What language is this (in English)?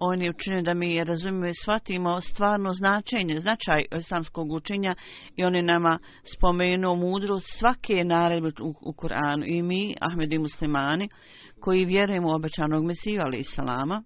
Bosnian